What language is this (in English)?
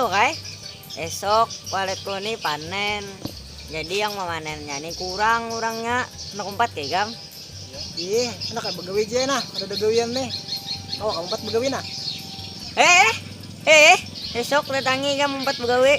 Banjar